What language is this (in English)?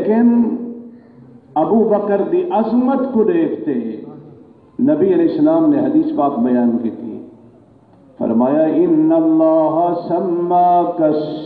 Saraiki